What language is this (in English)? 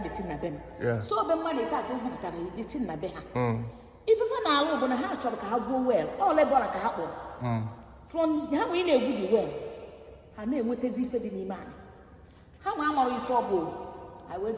Igbo